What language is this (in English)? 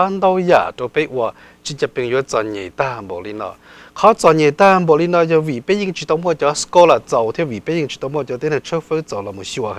Hmong